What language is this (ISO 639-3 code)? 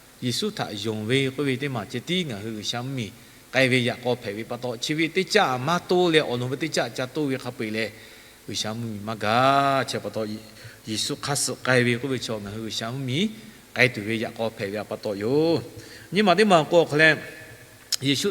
lhu